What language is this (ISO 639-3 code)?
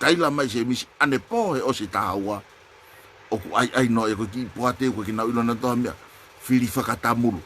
ton